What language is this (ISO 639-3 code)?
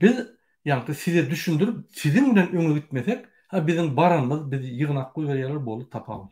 tuk